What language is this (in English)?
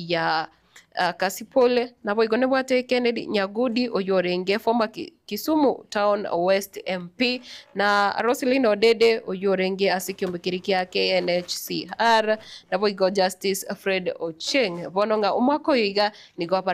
Gusii